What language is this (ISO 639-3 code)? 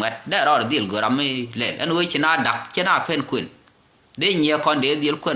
nus